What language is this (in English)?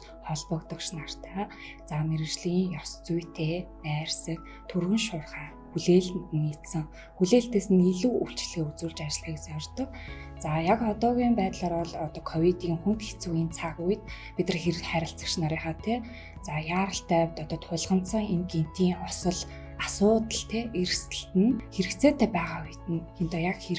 Mongolian